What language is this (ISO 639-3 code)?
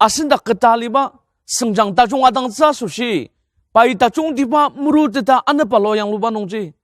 njo